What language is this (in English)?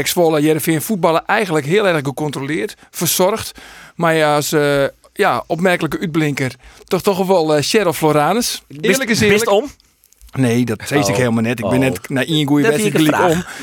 Western Frisian